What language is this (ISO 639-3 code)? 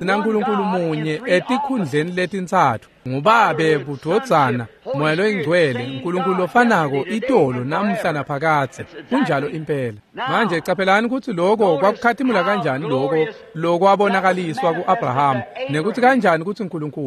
ssw